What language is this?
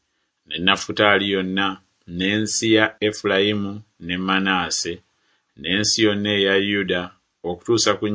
Ganda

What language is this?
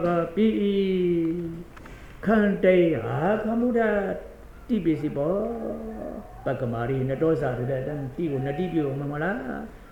Burmese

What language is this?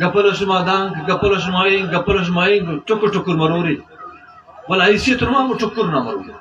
Brahui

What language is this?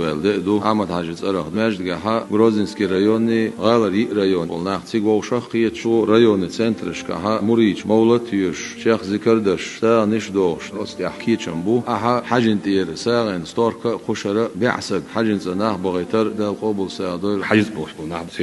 Chechen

